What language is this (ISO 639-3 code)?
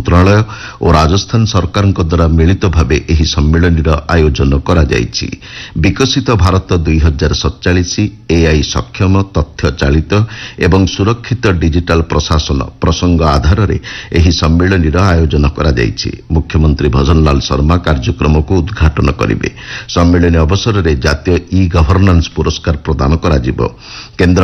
ori